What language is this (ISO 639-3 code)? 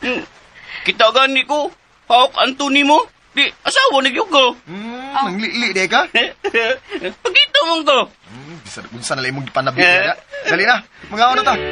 ceb